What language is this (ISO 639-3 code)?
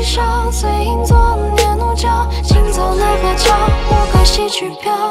zho